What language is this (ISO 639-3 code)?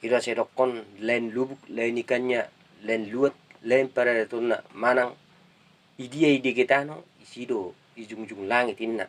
bbc